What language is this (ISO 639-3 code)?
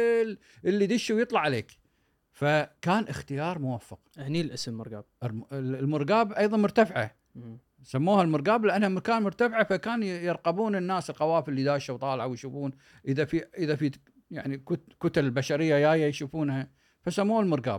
afb